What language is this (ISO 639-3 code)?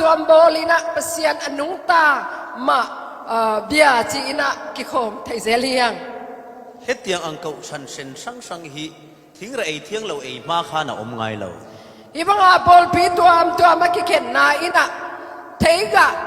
cfm